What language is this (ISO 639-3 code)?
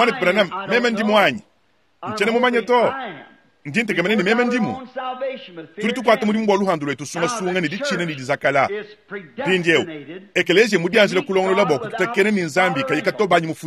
lua